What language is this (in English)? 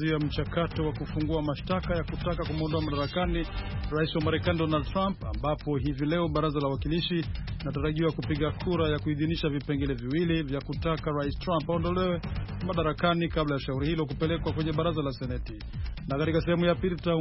Swahili